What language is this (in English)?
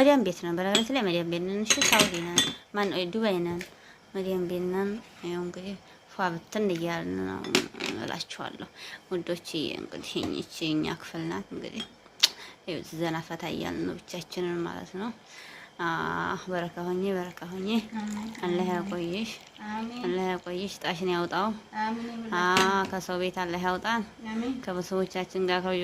Amharic